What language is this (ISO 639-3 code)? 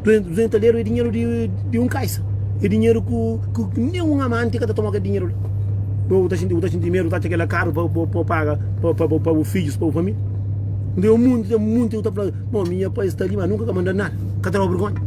kea